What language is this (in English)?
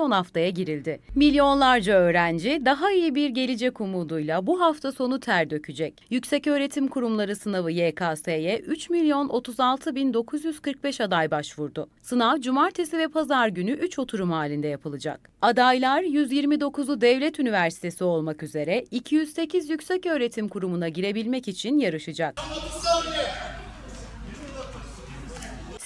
Turkish